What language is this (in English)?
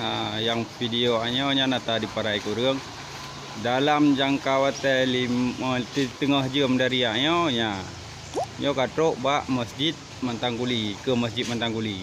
Achinese